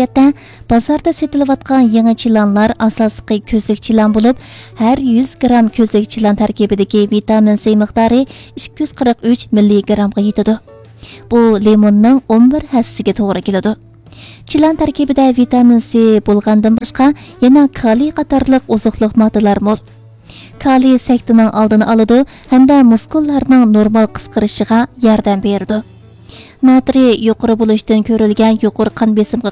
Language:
Uyghur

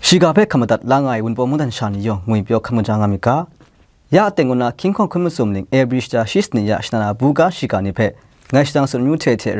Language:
Kachin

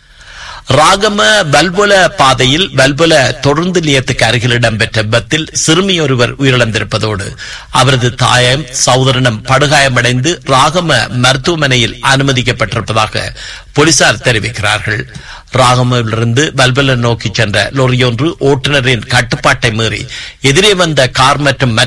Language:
Tamil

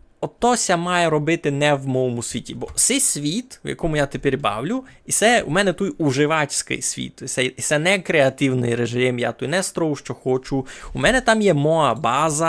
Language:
Rusyn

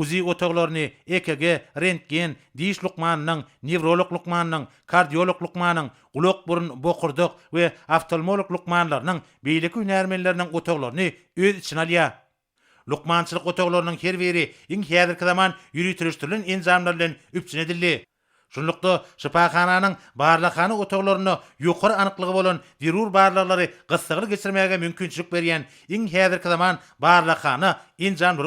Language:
Turkmen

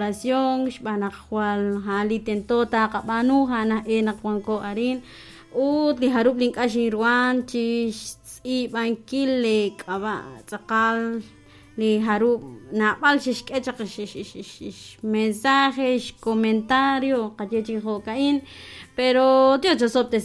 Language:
Kekchí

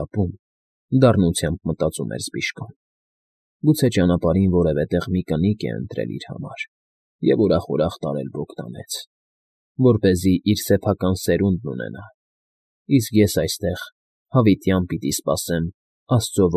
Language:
Armenian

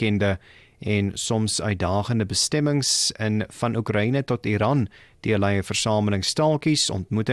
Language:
Afrikaans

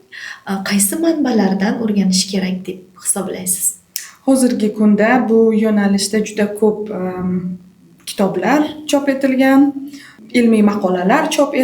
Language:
Uzbek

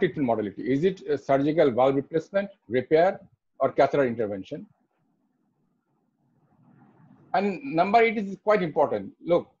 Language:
English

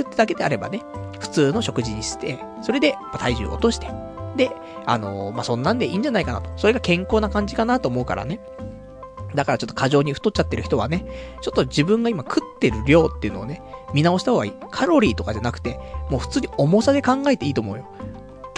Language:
Japanese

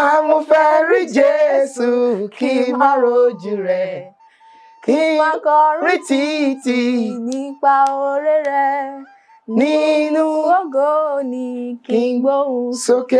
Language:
Yoruba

